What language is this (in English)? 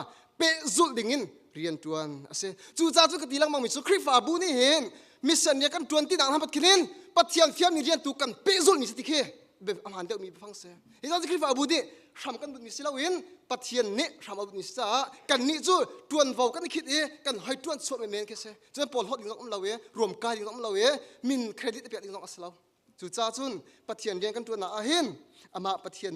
Hakha Chin